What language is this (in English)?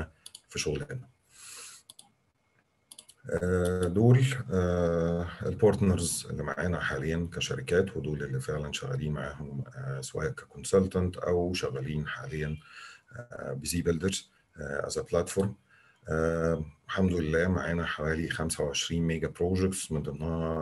Egyptian Arabic